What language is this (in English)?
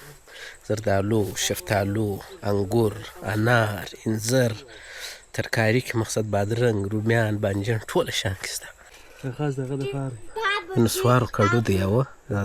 Pashto